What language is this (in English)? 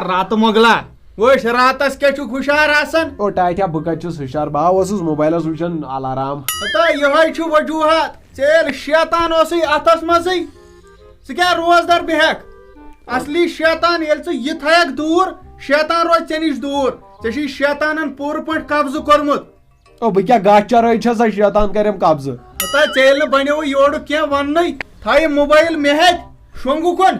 Kashmiri